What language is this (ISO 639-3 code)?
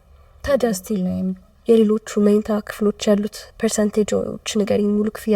amh